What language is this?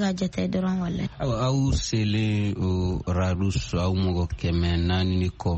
Bambara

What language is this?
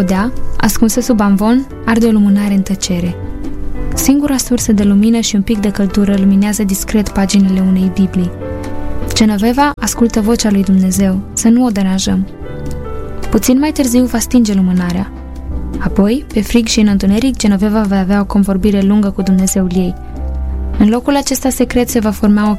Romanian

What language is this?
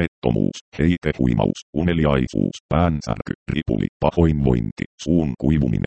Finnish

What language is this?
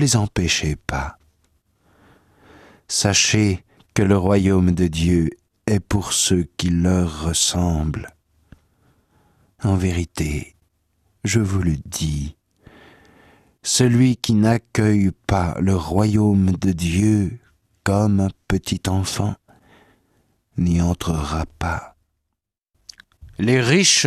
French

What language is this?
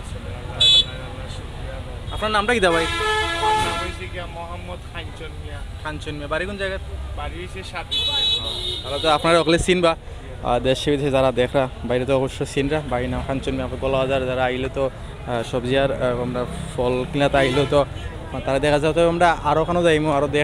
Sylheti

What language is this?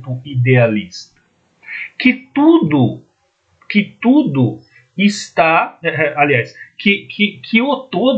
Portuguese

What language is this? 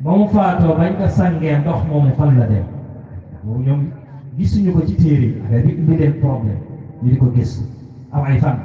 Wolof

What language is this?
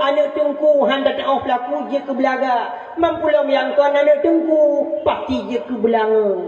Achinese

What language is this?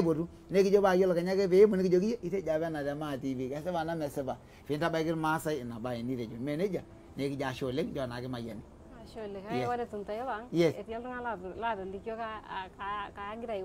Masai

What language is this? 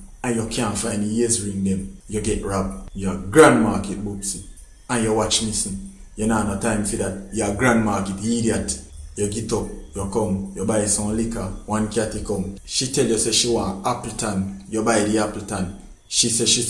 Jamaican Creole English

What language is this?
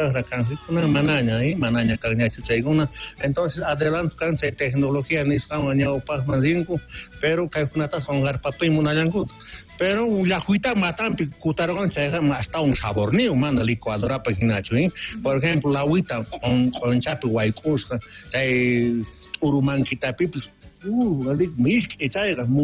South Bolivian Quechua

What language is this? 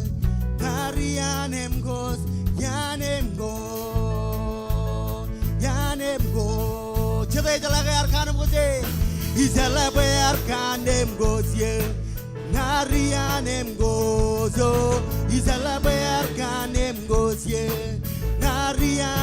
Marshallese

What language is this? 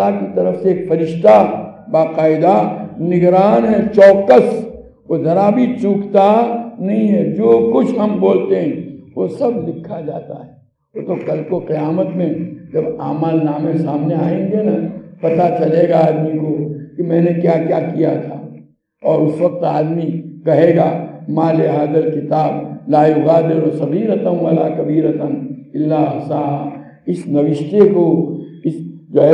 Urdu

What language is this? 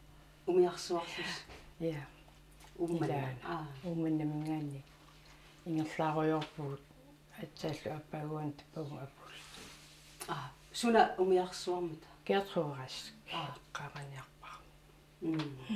Kalaallisut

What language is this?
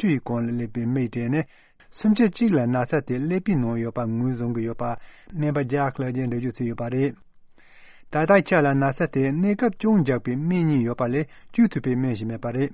Tibetan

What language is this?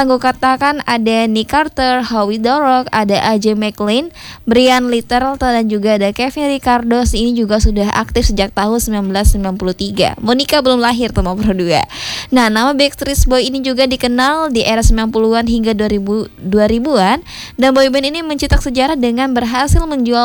Indonesian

